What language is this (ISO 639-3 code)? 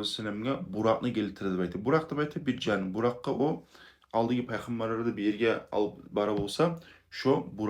kum